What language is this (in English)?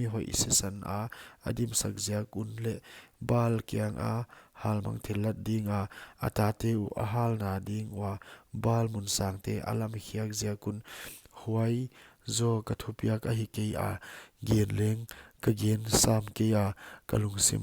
Paite Chin